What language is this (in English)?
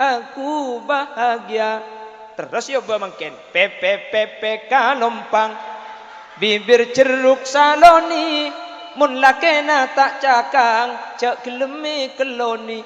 Madurese